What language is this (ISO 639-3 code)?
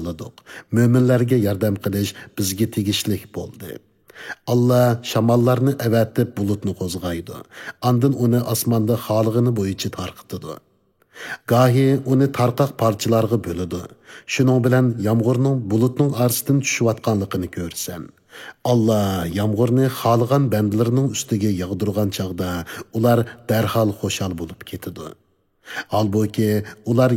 uig